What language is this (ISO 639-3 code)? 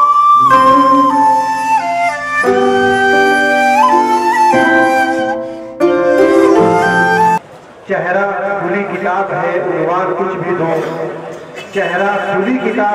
urd